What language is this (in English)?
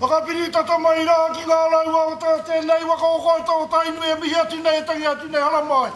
Māori